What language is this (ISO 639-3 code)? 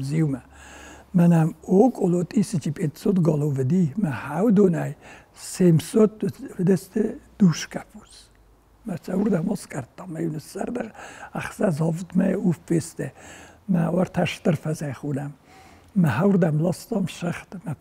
oss